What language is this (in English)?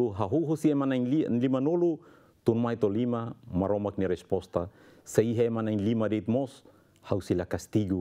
Tetum